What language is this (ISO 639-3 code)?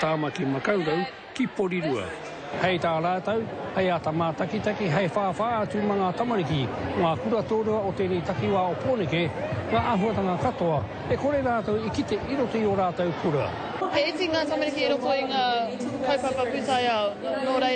mri